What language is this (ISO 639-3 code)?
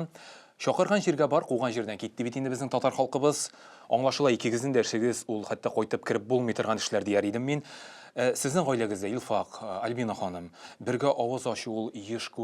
tat